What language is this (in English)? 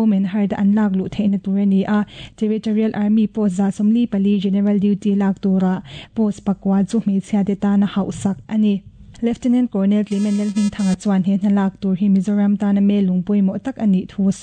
Mizo